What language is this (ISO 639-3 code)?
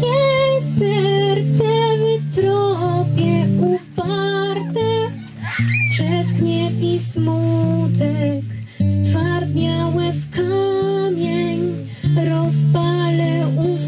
pol